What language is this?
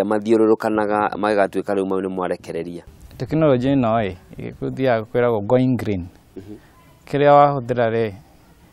Kikuyu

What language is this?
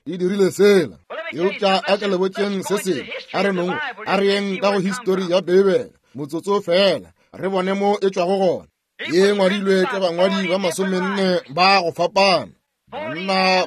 Northern Sotho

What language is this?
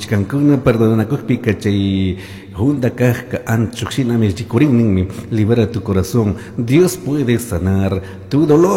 Chimborazo Highland Quichua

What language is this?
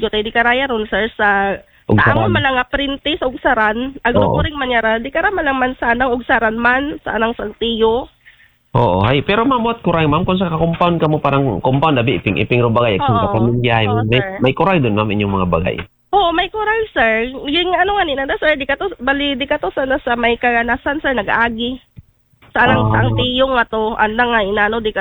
Aklanon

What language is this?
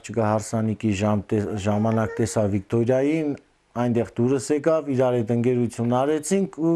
Armenian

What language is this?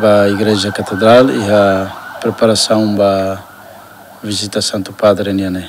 Tetum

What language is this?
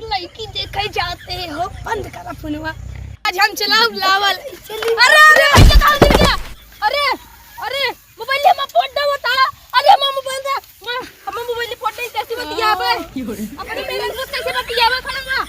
Awadhi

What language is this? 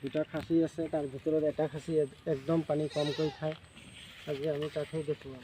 Assamese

